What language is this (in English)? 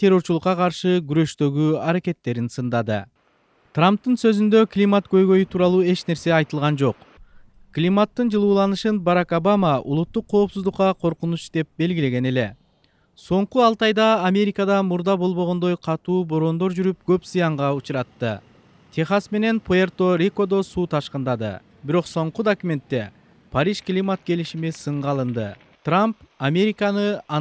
Kyrgyz